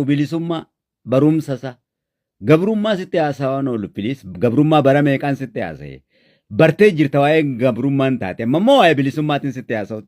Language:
Oromo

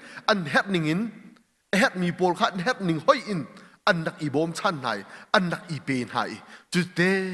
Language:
Hakha Chin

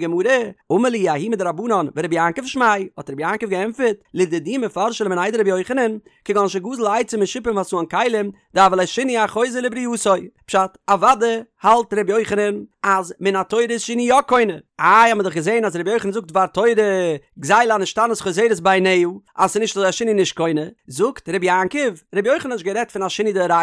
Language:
Yiddish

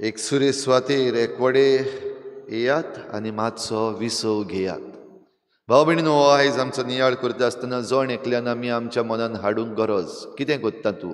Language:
Konkani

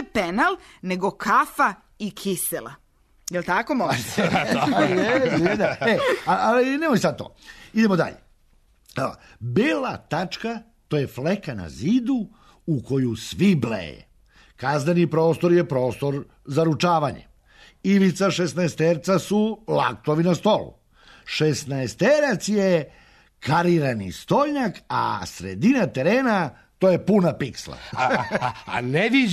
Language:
Serbian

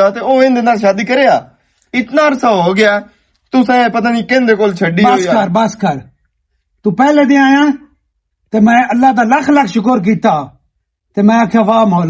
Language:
Western Panjabi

